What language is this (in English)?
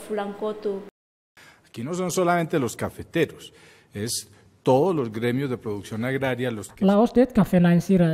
Tetum